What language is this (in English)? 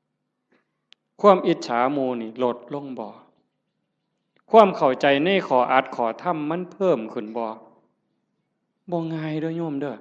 Northeastern Thai